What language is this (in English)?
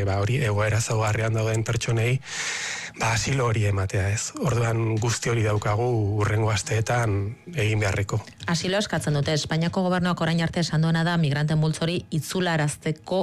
Basque